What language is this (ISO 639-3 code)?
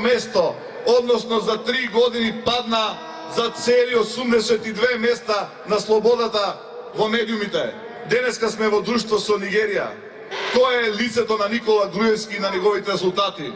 mkd